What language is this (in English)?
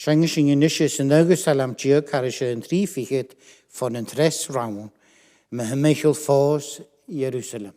Scottish Gaelic